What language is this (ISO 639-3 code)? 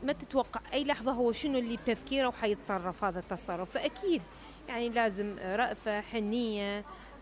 acm